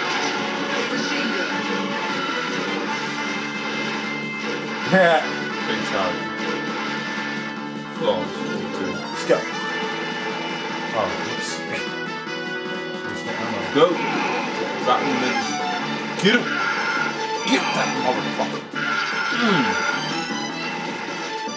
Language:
English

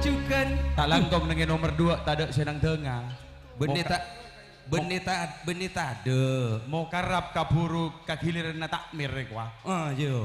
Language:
Madurese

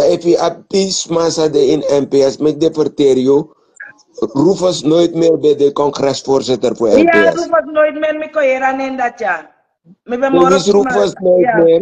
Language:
Sranan Tongo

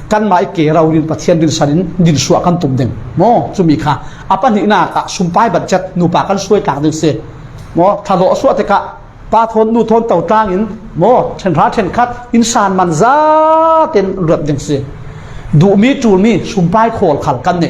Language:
Falam Chin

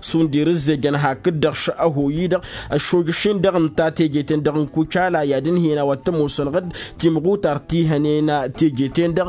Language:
Tamasheq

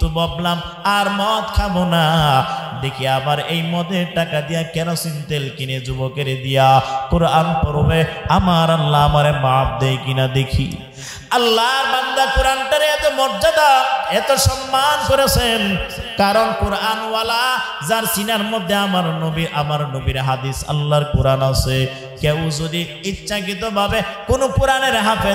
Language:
Bangla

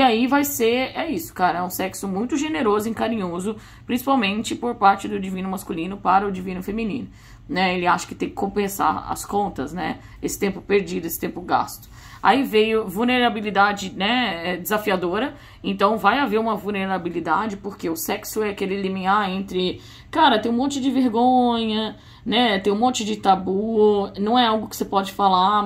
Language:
Portuguese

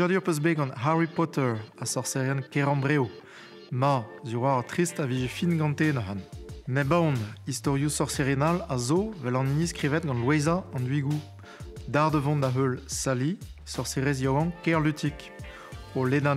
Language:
Breton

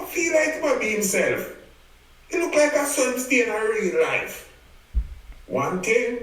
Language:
Jamaican Creole English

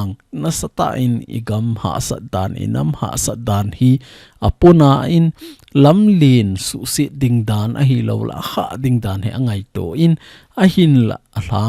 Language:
Thado Chin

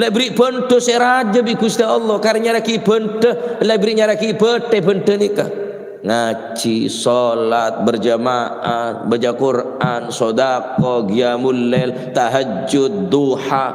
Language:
Madurese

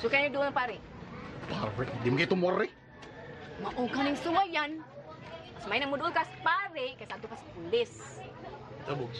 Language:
Cebuano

